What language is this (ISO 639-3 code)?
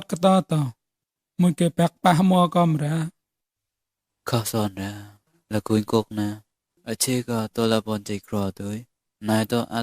mnw